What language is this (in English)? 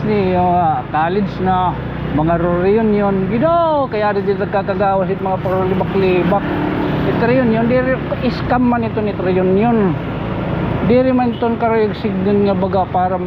Waray